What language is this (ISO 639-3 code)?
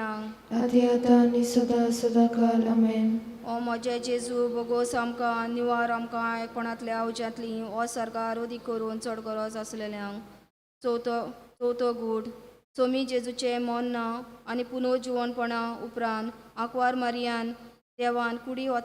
kok